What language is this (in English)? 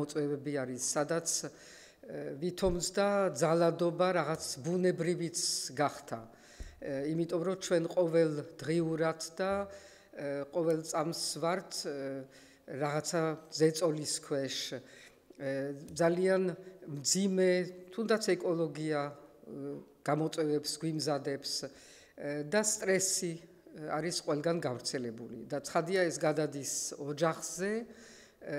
Georgian